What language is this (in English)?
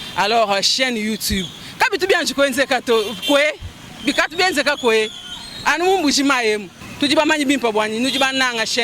Luba-Lulua